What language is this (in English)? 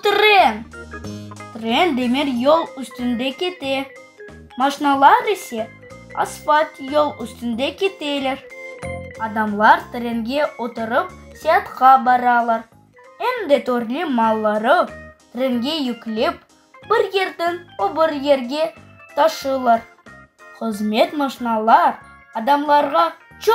Crimean Tatar